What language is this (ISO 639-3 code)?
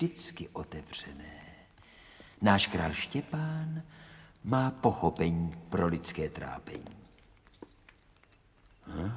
ces